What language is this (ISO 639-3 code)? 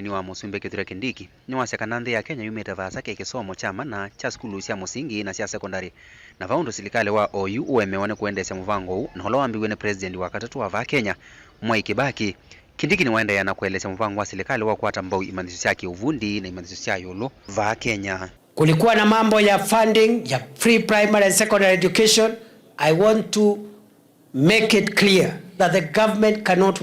kam